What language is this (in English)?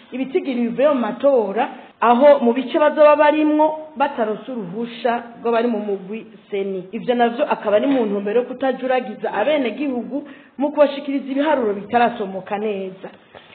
Rundi